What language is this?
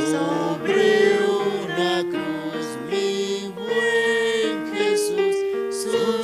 Aymara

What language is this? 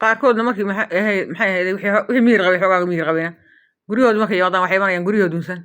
Somali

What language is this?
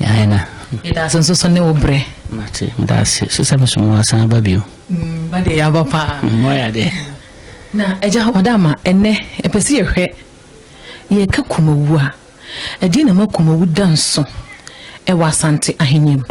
Akan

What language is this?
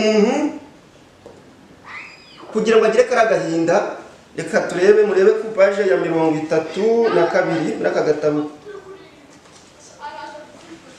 Kinyarwanda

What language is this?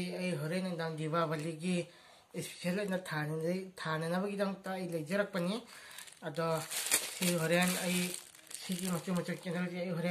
Manipuri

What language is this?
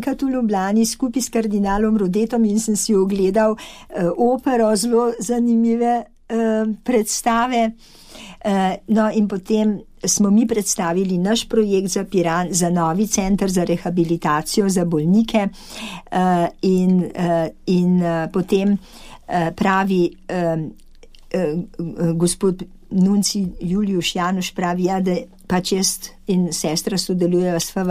Slovenian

